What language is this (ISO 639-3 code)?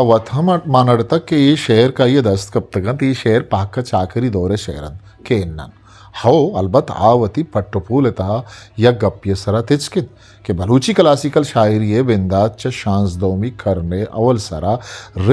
bgp